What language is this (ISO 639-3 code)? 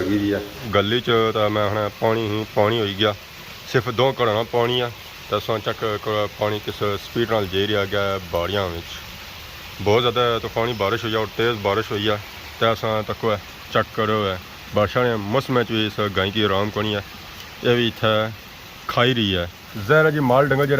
phr